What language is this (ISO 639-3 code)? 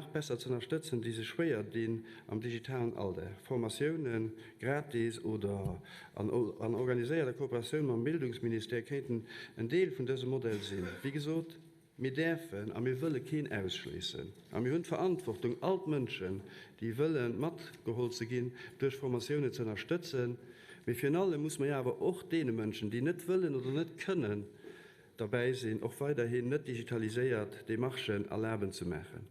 ltz